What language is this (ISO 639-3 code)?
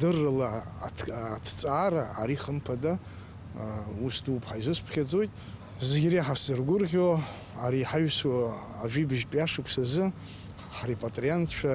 abk